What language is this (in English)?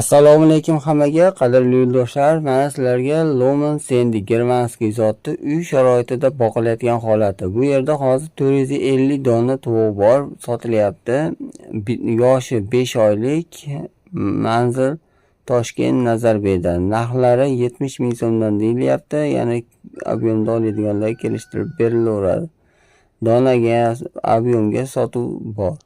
Uzbek